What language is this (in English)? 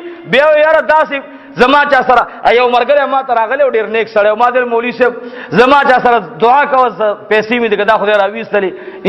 Pashto